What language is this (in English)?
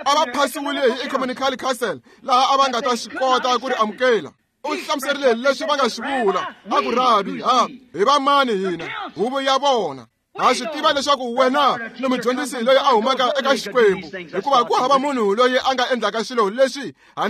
Tsonga